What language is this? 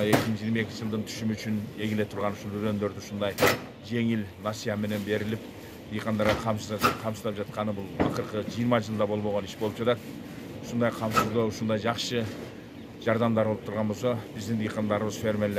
Kyrgyz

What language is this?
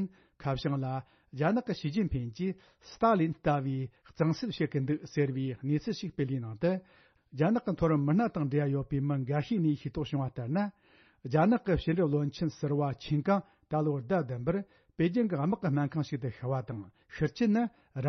Tibetan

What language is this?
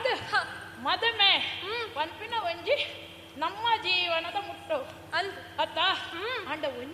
Tulu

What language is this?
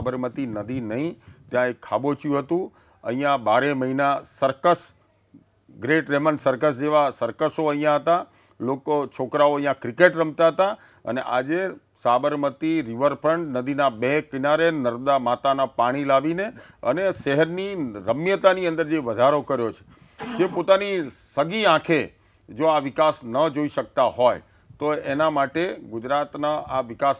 Gujarati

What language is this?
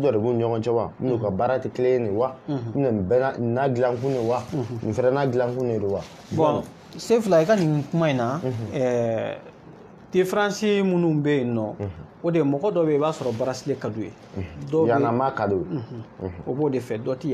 Bambara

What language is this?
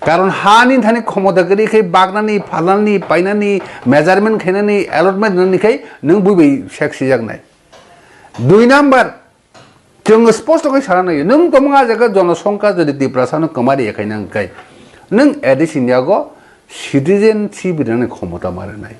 Kok Borok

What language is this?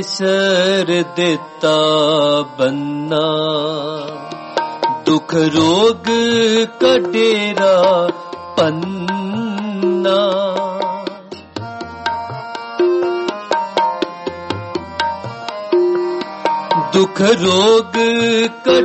Punjabi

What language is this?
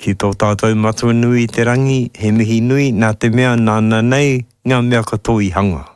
Māori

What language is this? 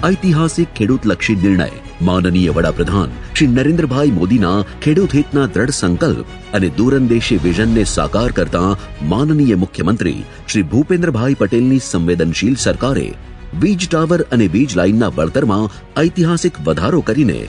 Gujarati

